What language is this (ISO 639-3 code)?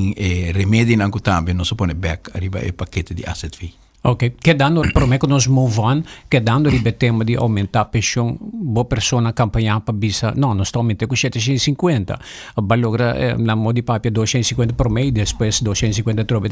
pap